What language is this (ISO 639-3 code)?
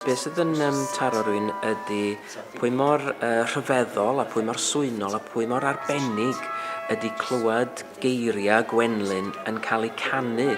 cym